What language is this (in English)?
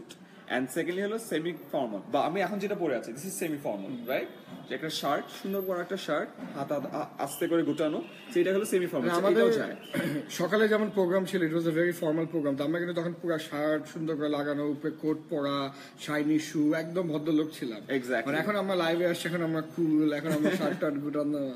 Bangla